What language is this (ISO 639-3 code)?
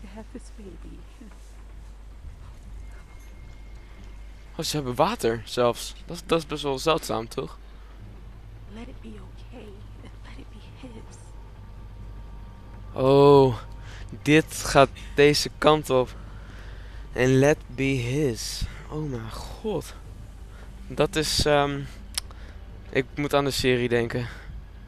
nld